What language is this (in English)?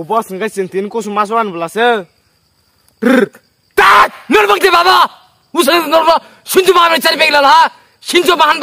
Kok Borok